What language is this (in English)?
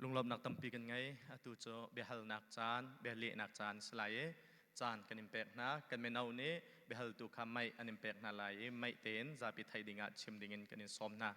Hakha Chin